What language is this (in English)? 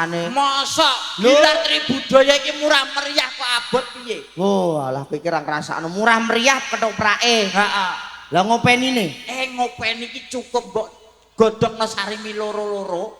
Javanese